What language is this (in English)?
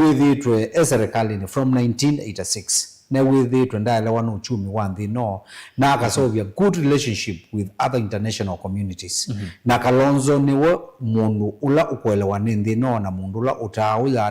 Kamba